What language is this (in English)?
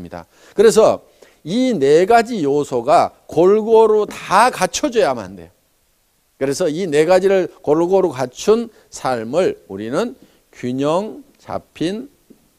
Korean